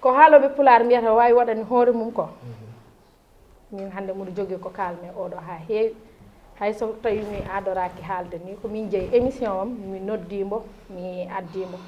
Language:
Fula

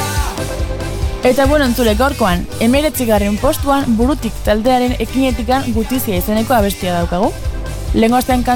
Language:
Basque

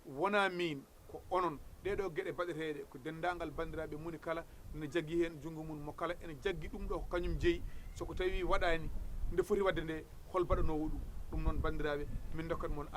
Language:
Fula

